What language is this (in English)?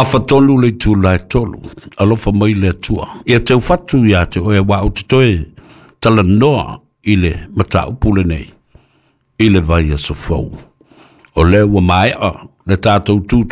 Samoan